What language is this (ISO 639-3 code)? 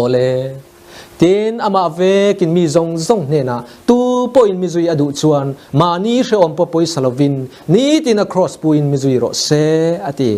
lus